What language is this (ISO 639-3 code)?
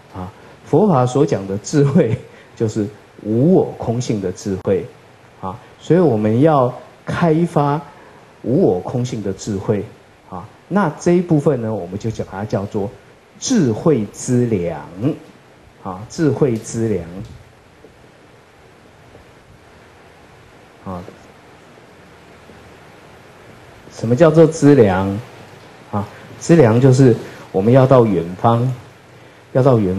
zho